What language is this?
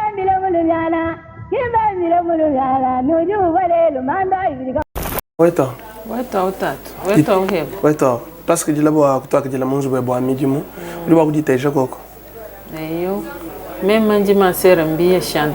Luba-Lulua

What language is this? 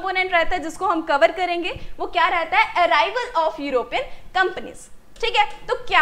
Hindi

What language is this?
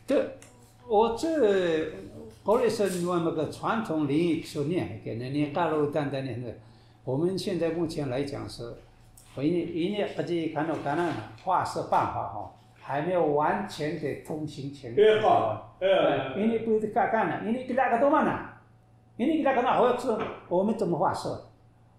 Taroko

